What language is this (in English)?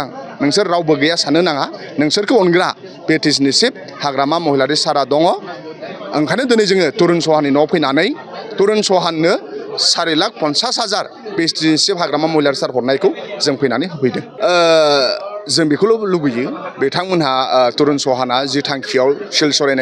Bodo